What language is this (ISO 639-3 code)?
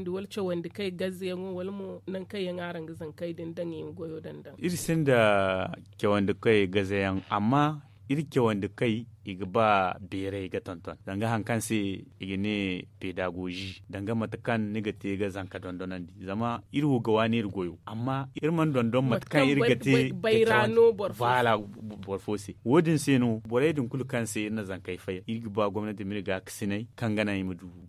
dje